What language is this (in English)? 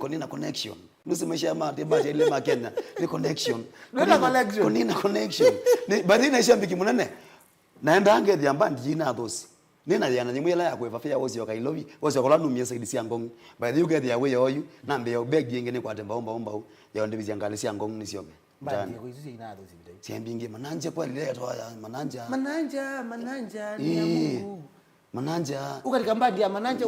Kamba